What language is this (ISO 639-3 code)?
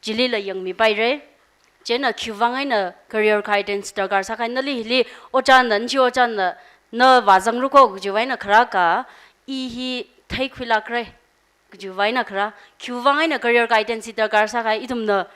nmf